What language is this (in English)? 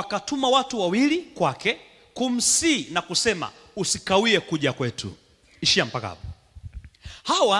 Swahili